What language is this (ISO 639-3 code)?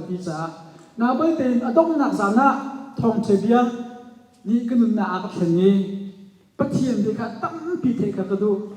cnh